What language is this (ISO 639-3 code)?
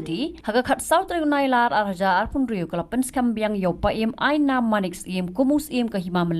kha